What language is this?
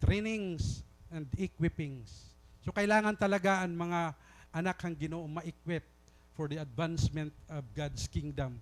Waray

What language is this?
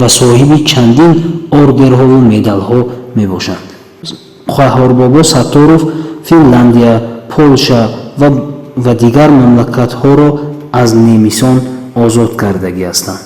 Tajik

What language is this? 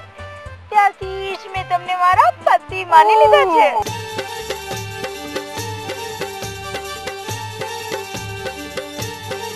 Gujarati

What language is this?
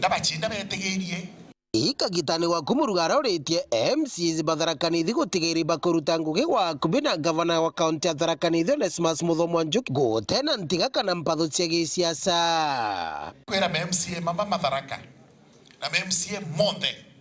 Meru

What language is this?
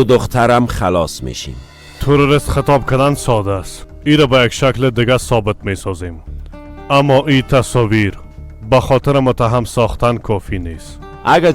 Persian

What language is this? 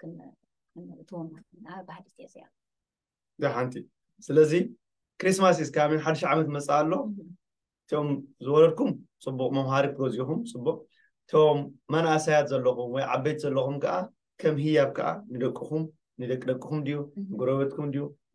Tigrinya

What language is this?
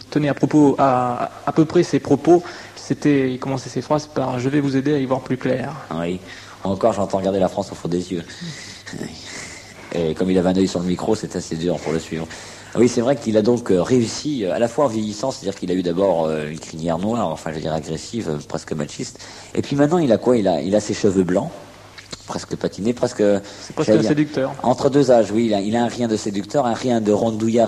French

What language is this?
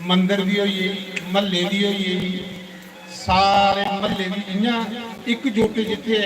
Dogri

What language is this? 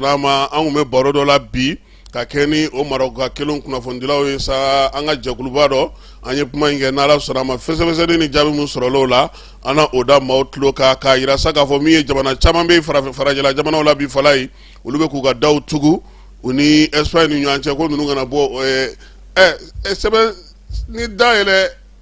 Bambara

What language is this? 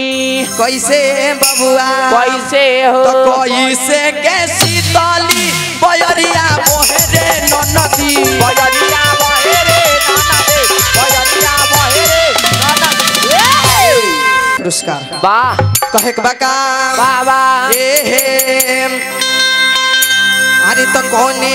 Bhojpuri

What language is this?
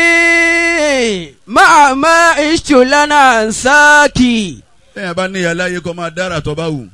Yoruba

